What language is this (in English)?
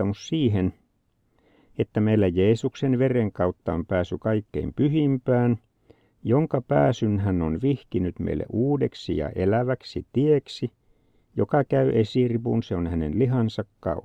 Finnish